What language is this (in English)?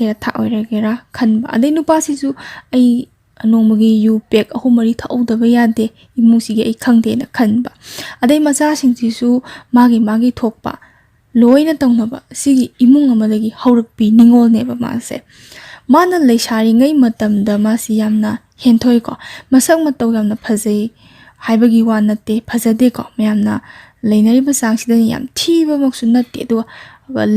Manipuri